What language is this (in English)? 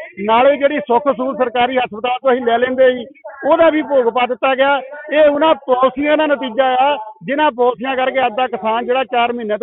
Punjabi